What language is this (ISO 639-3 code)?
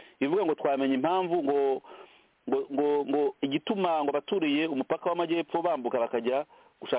kin